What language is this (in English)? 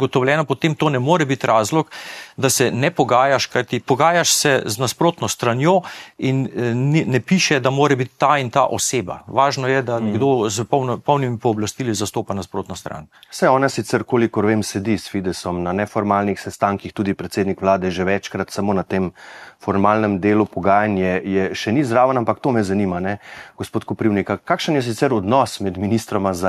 Slovenian